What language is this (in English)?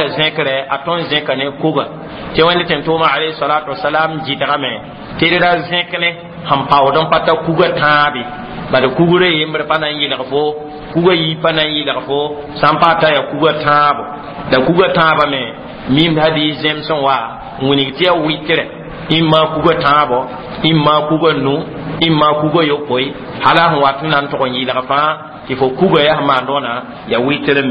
Mossi